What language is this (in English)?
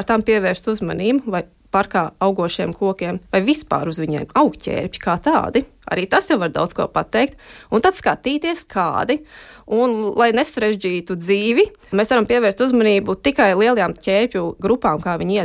Latvian